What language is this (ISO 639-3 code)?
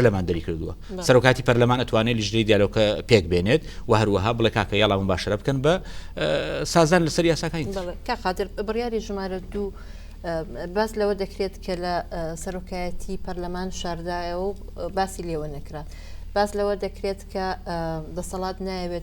ckb